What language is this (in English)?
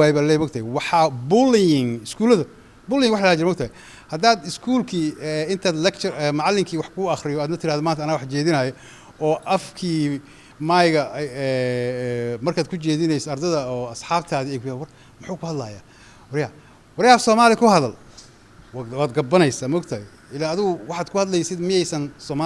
Somali